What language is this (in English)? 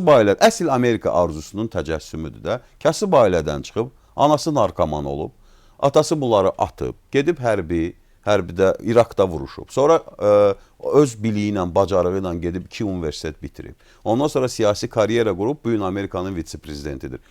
Azerbaijani